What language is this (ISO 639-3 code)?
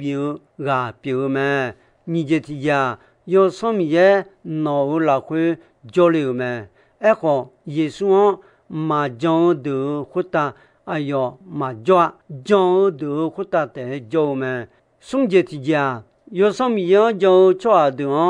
ahk